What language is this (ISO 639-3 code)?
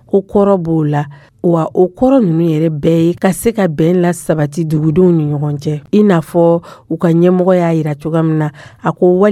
dyu